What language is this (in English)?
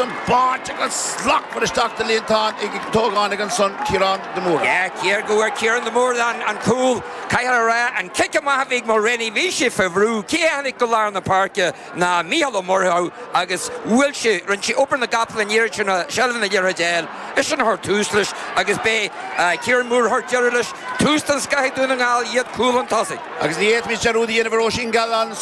Irish